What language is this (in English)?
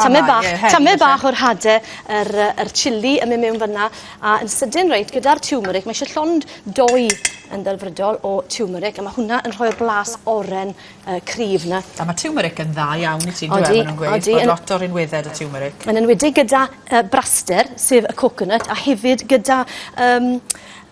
Welsh